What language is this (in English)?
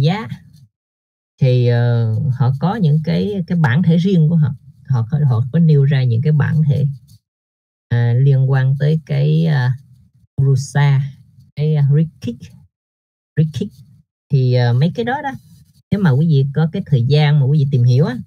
Vietnamese